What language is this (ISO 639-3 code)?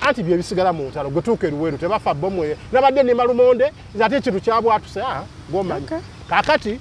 lug